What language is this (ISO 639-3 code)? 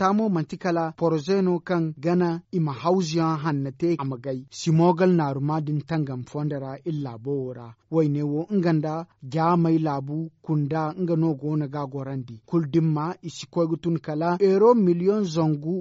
dje